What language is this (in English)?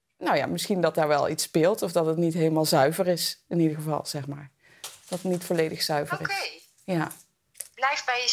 Dutch